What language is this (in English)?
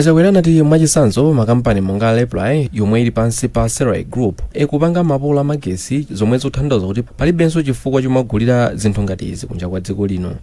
Nyanja